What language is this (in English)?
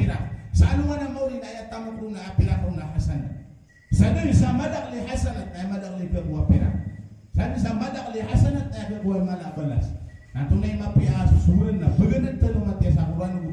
Maranao